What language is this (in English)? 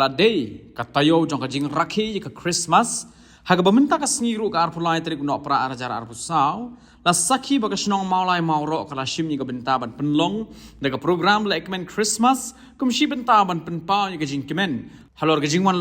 Khasi